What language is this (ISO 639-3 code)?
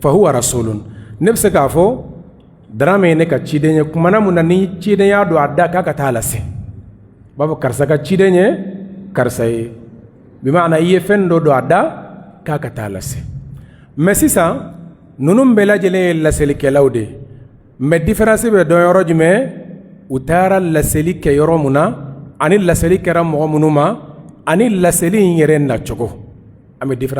bam